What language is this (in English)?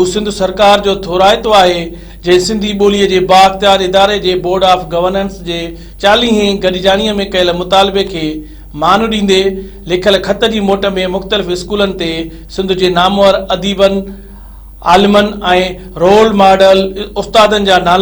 Sindhi